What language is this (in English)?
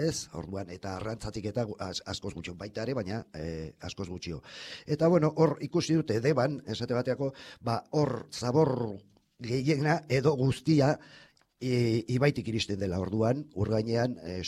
Basque